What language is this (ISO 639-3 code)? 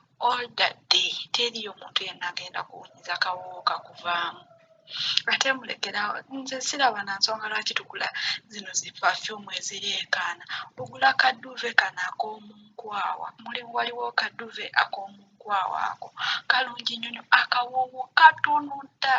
lug